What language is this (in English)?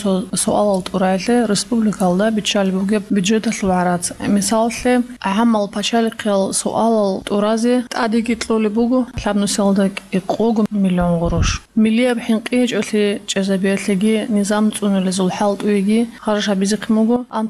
Avaric